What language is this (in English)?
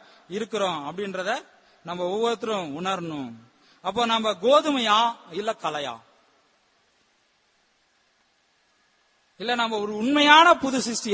Tamil